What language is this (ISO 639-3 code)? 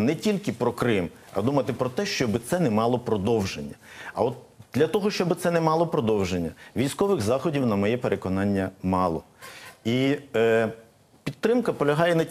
ukr